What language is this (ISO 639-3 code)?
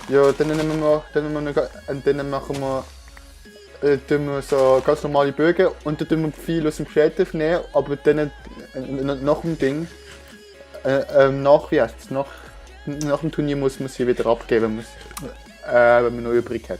gsw